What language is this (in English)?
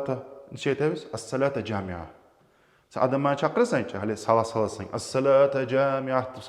Kumyk